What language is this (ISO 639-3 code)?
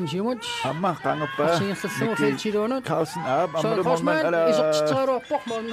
kal